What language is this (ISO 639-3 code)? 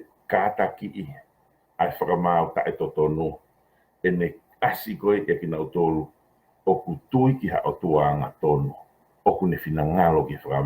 ton